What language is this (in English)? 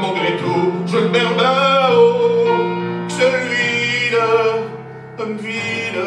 Picard